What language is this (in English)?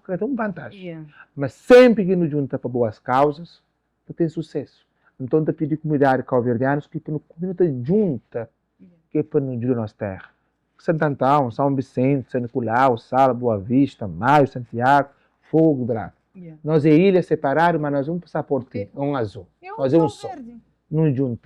Kabuverdianu